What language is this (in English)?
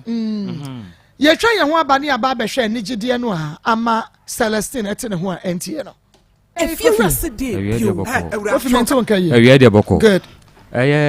Akan